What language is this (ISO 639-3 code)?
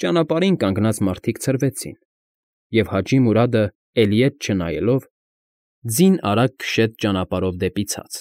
hye